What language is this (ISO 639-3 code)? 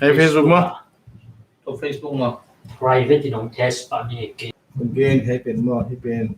ctd